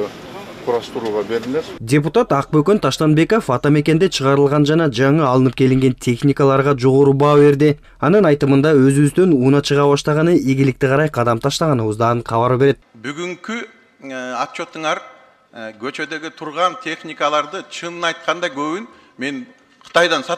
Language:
Kyrgyz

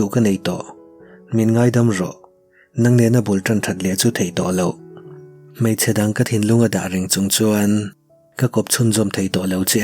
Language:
Mizo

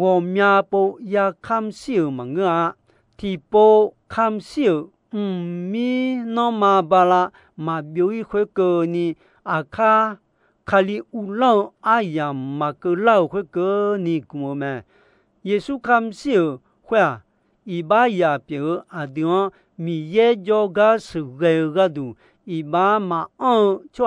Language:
Akha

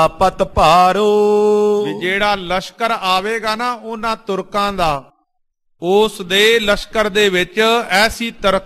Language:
Punjabi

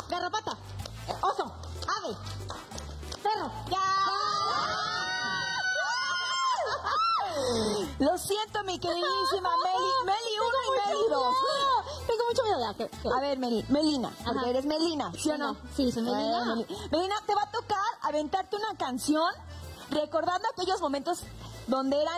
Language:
Spanish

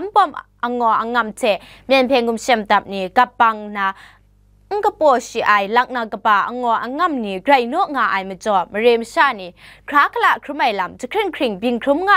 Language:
Kachin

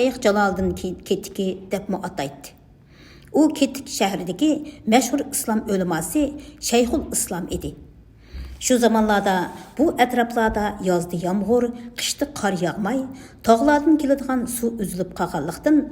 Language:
Uyghur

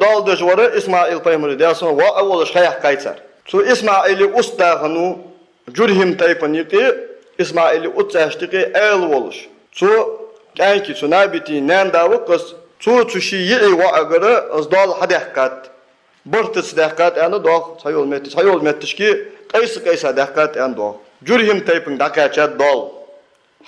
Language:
Ingush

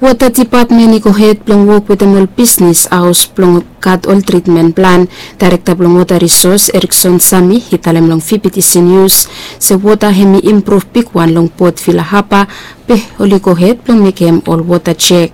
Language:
Bislama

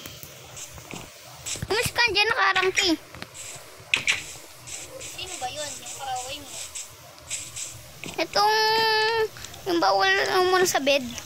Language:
Filipino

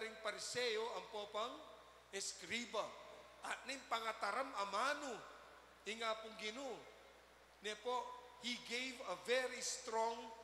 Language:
Pampanga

